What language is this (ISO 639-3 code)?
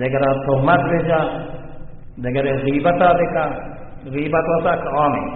bal